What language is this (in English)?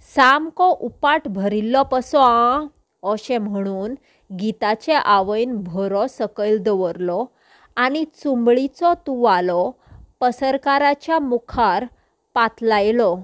Konkani